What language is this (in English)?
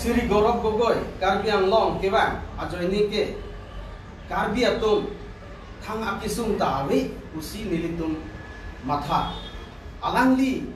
Karbi